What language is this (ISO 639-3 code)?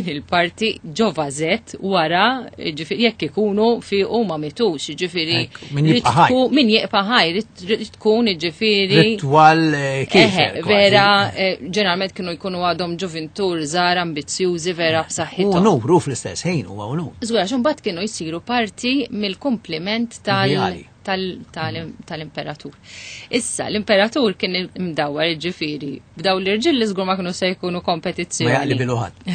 mlt